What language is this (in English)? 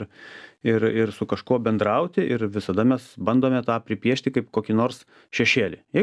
Lithuanian